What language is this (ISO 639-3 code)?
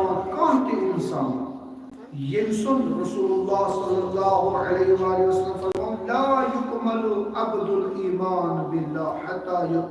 kas